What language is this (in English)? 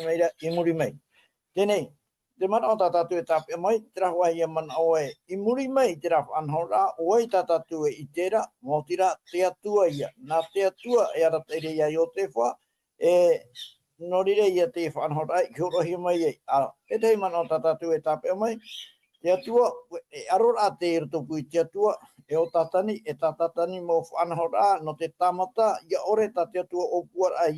Tahitian